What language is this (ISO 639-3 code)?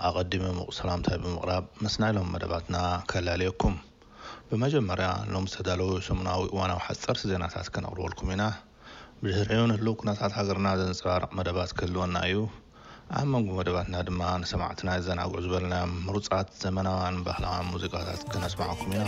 tir